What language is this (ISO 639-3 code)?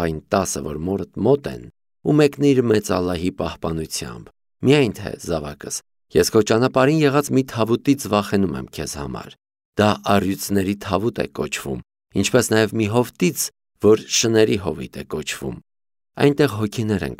hye